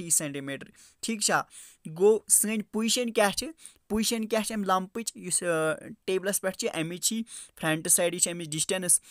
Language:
Kashmiri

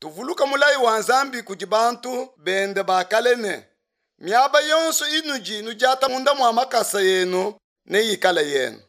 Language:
Luba-Lulua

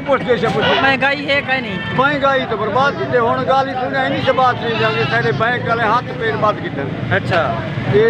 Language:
Saraiki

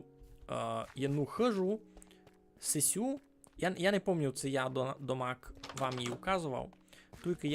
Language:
Rusyn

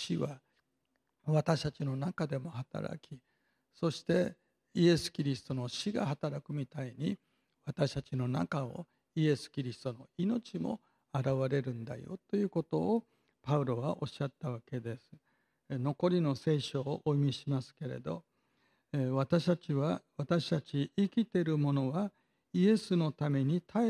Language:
Japanese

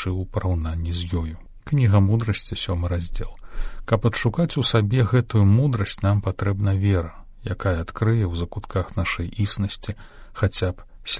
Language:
Belarusian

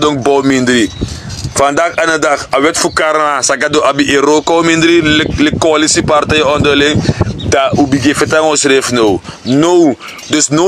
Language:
Sranan Tongo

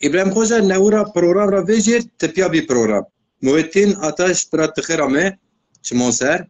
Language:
Zaza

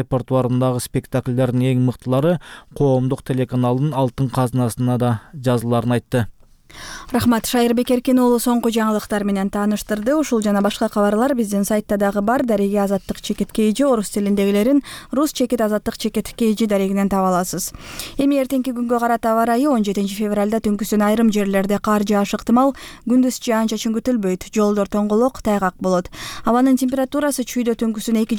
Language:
Kyrgyz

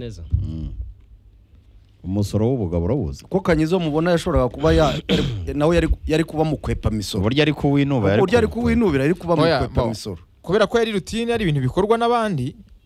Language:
Kinyarwanda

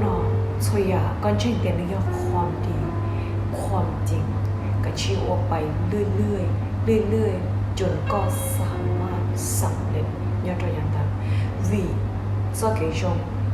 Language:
Hmong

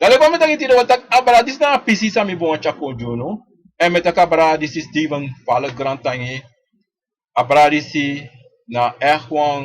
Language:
Sranan Tongo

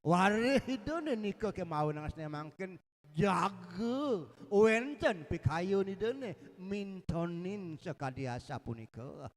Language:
Balinese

